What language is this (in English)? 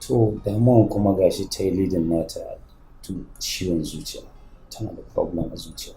Hausa